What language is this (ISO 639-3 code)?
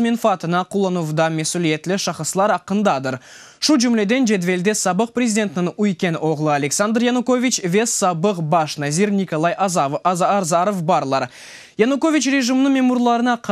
crh